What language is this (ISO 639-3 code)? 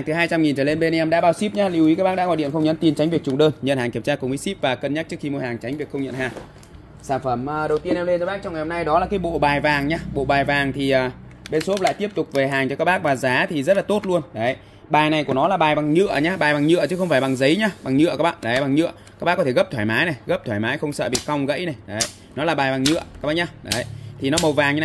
vie